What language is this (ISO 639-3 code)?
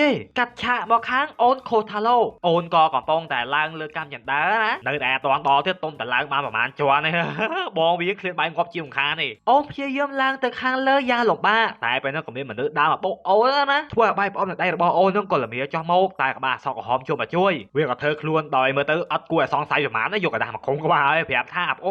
khm